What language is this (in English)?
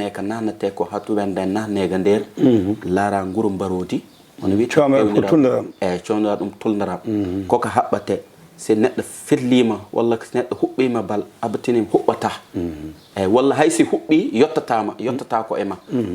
Fula